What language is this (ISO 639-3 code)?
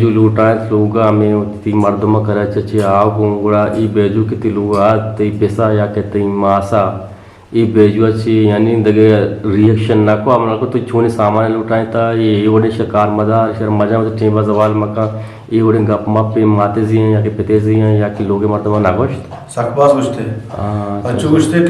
bgp